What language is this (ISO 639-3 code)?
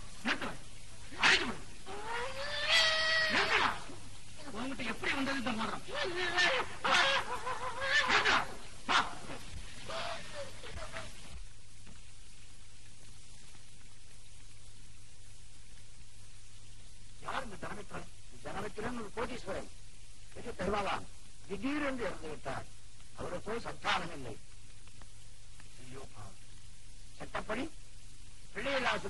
tam